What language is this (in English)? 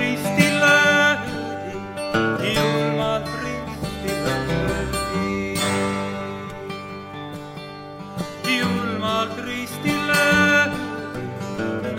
Estonian